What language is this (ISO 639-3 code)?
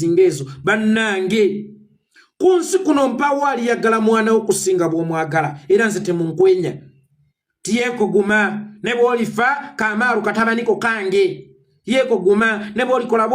lug